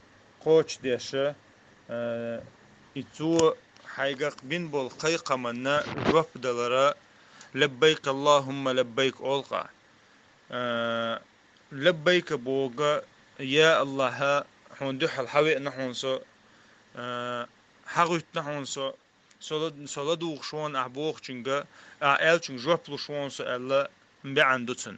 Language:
Chechen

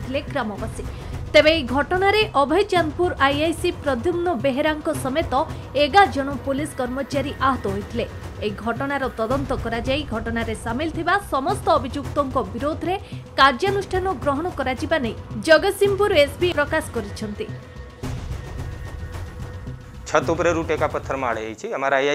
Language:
Odia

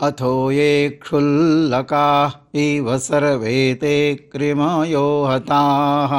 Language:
Sanskrit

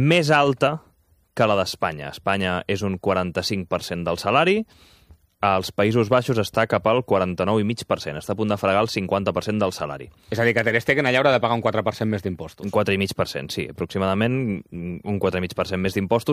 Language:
Catalan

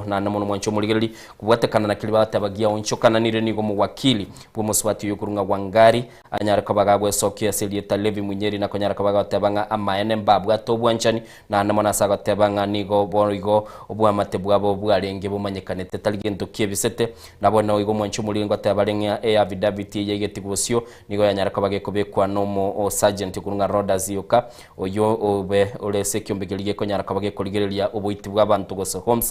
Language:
Gusii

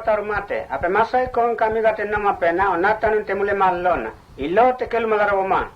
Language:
Mota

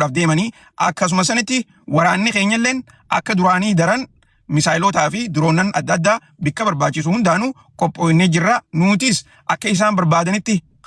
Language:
Oromo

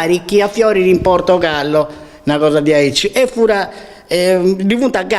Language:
Sardinian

